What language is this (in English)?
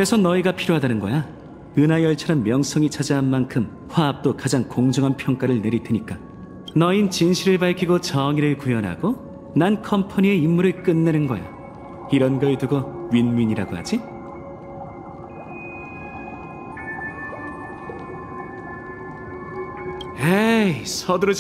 Korean